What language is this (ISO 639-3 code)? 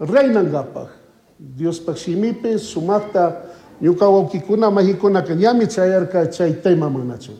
qug